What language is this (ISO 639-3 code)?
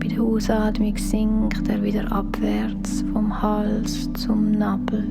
gsw